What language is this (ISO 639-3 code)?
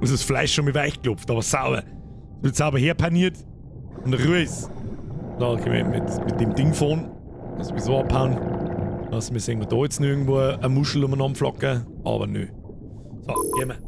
bar